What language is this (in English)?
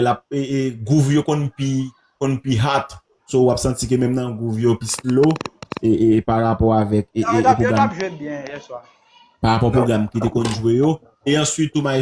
Haitian Creole